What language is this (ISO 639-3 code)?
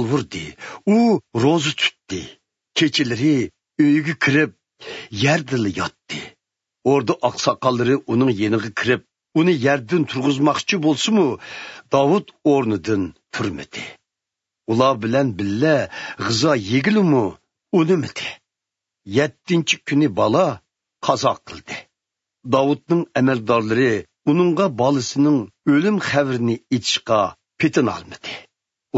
uig